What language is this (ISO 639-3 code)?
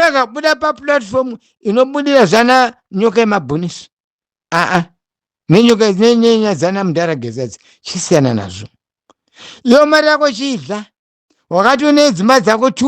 sna